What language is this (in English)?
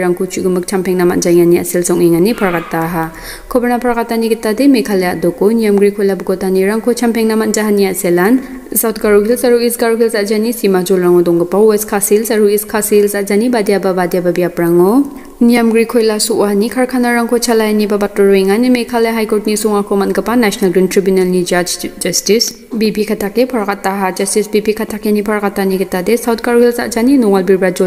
Garo